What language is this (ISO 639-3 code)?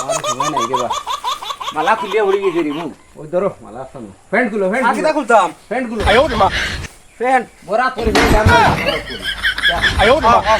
syl